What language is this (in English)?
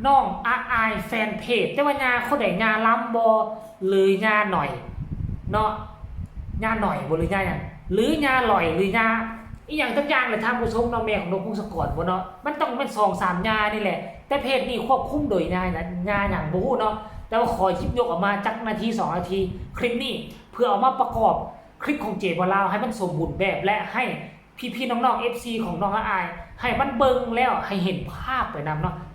Northeastern Thai